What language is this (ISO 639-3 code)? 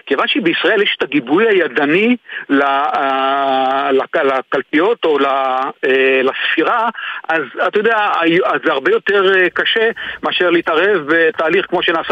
heb